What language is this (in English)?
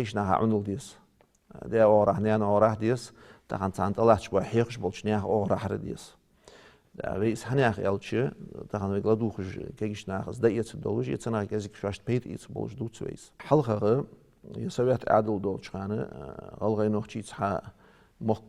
Ingush